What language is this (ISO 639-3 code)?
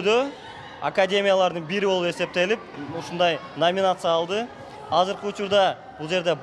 kir